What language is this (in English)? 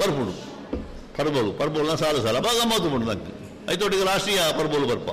Tulu